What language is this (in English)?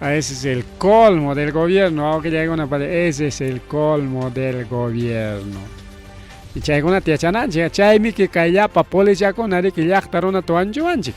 Ayacucho Quechua